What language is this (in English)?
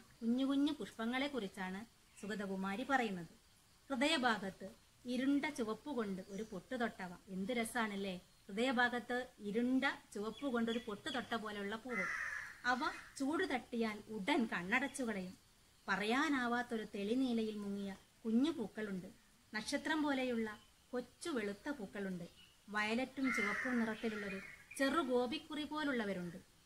Malayalam